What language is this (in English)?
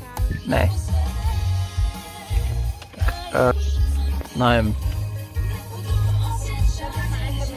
Croatian